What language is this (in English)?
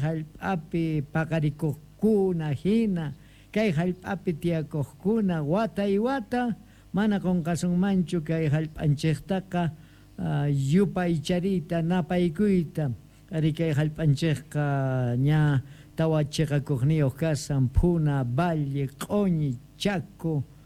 South Bolivian Quechua